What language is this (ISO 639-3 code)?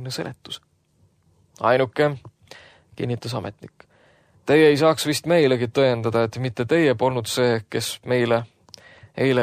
est